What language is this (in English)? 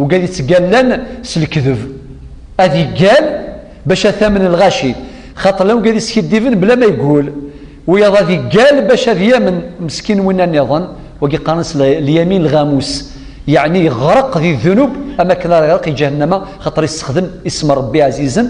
Kabyle